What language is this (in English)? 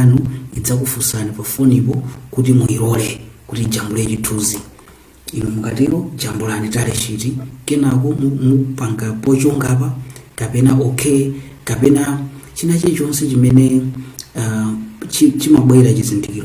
Nyanja